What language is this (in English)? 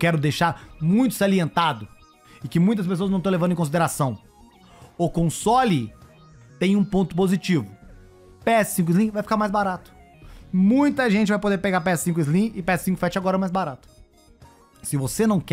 Portuguese